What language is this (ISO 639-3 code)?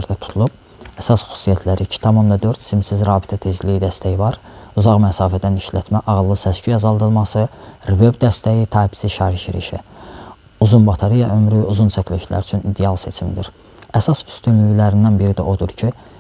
aze